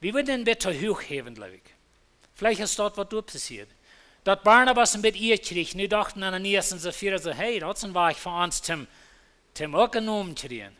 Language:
Plautdietsch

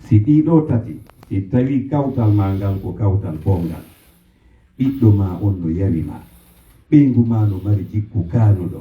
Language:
Pular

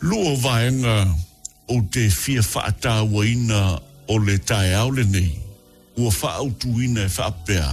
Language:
Samoan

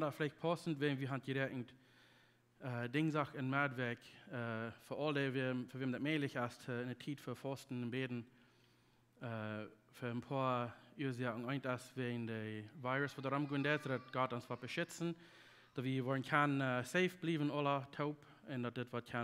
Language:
Plautdietsch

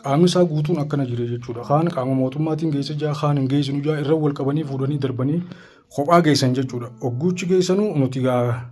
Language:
Oromo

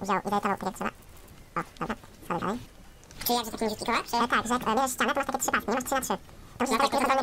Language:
Polish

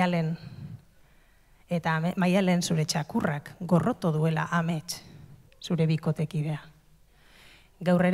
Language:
Basque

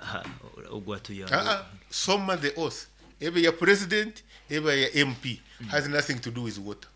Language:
Nyoro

